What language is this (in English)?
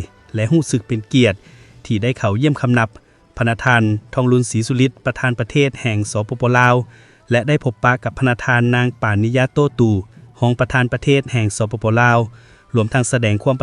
Lao